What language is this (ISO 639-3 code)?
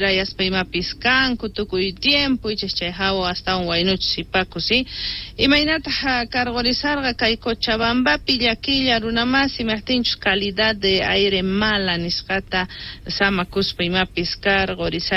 que